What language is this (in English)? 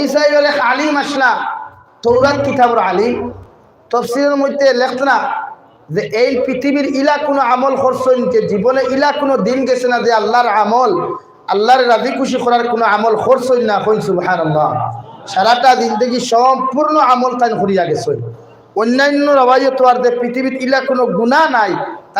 Sylheti